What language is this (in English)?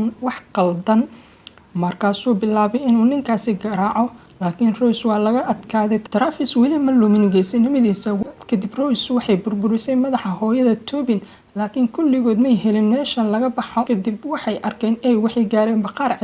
Somali